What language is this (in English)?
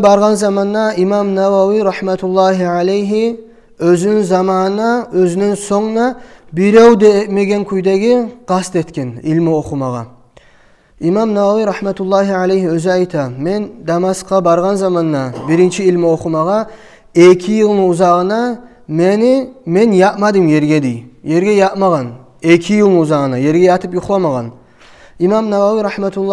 Kumyk